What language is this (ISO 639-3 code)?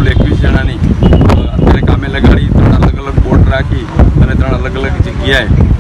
guj